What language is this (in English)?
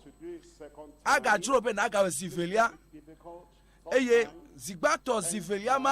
Ewe